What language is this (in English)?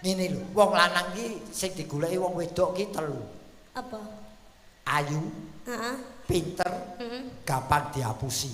Javanese